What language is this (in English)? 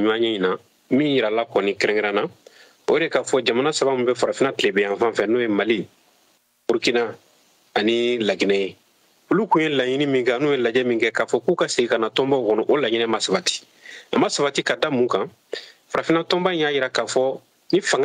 Bambara